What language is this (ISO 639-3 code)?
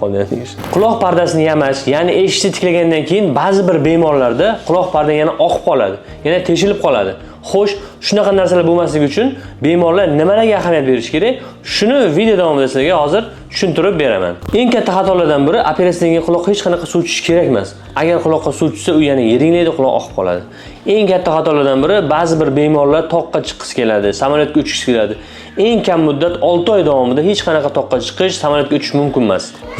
uzb